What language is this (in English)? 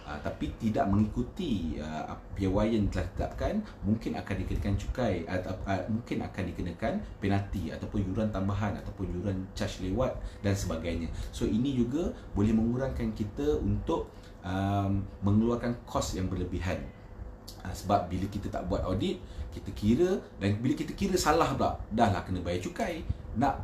Malay